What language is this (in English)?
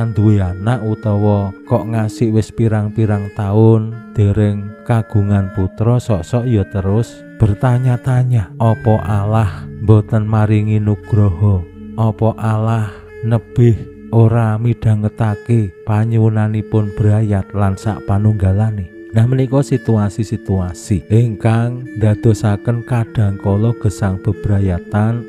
Javanese